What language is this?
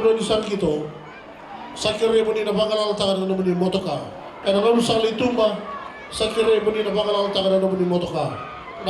Fijian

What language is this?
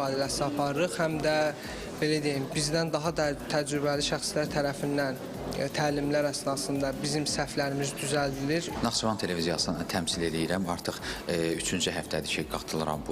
Azerbaijani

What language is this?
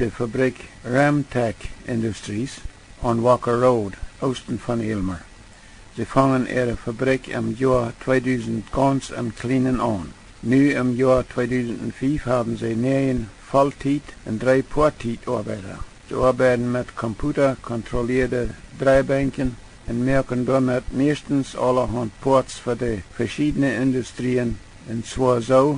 Plautdietsch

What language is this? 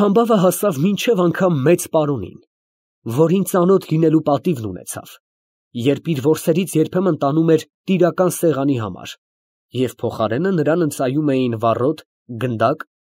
Armenian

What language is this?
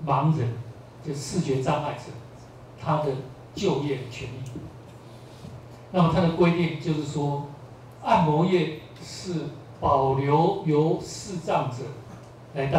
Chinese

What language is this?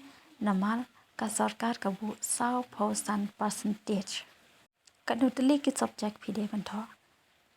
Khasi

